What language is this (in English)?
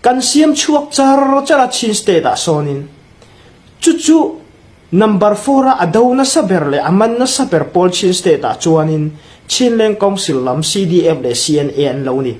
Hmar